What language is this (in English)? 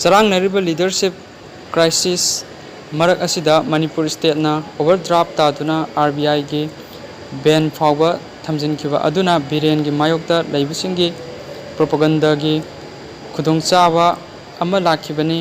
Manipuri